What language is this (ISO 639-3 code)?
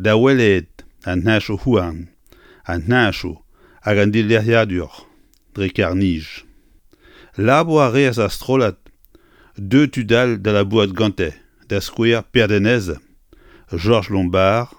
bre